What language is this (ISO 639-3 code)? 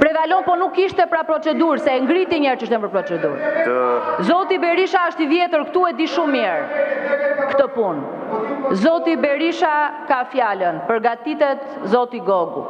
sqi